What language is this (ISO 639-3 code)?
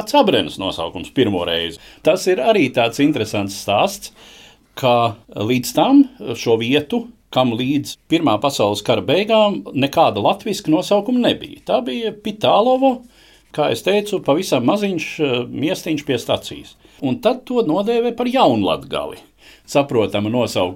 lav